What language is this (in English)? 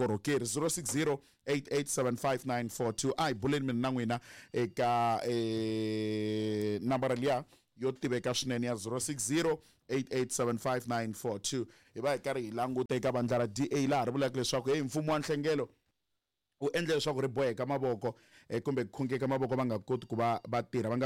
Tsonga